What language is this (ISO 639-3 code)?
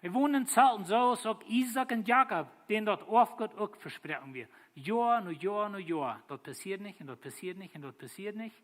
pdt